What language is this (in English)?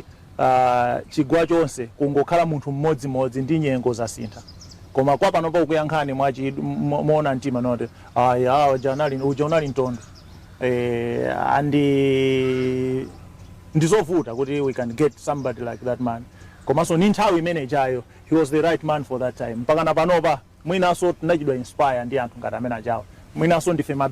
Nyanja